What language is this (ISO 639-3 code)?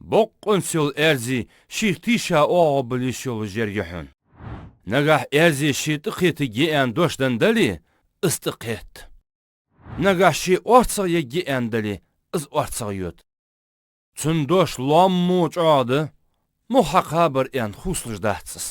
inh